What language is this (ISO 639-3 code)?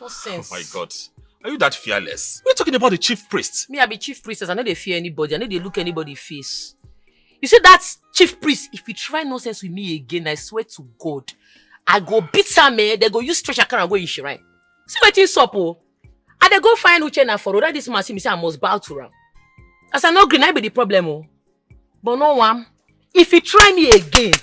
pcm